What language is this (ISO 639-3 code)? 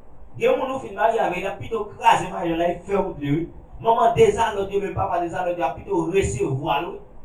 hat